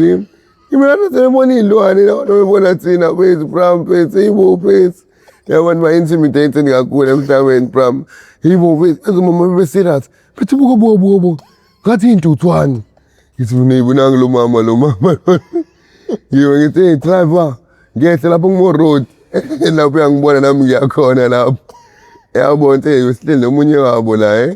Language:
Zulu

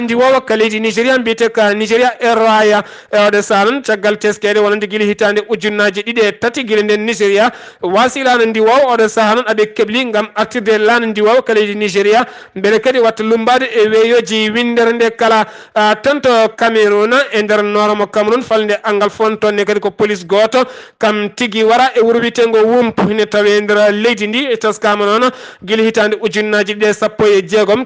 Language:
Fula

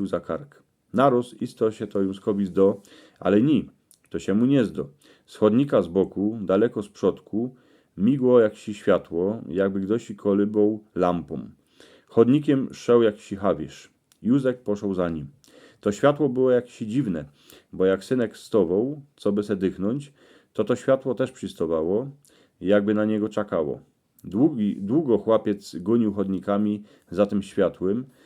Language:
Silesian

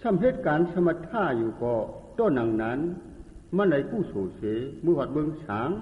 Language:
Shan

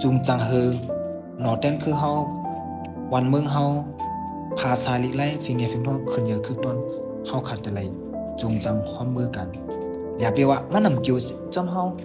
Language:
Shan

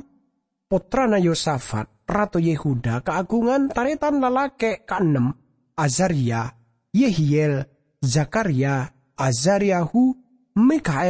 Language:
Madurese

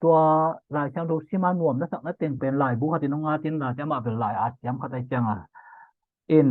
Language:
Tedim Chin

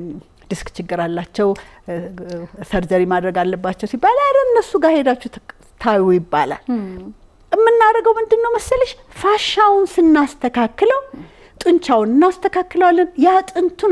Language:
Amharic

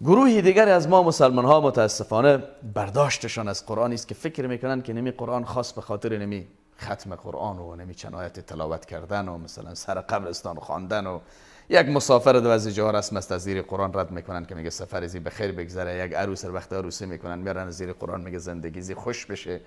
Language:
Persian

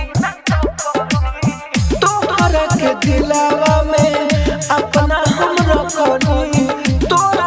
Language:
Bhojpuri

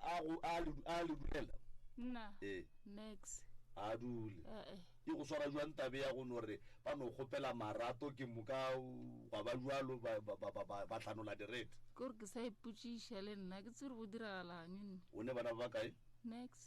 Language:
Northern Sotho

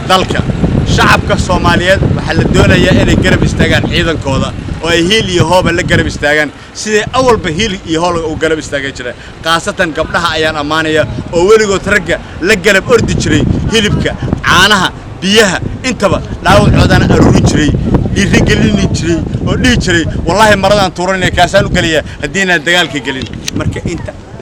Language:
Somali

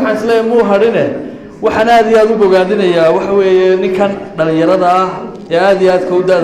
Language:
Somali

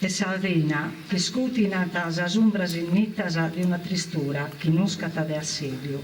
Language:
Sardinian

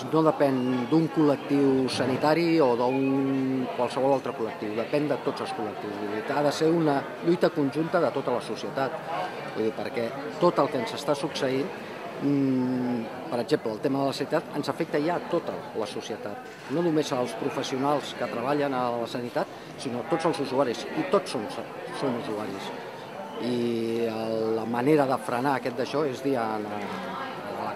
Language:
Catalan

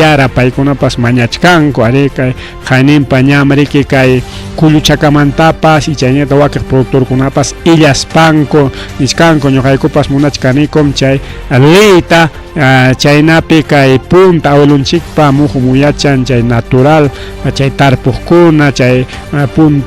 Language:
Ayacucho Quechua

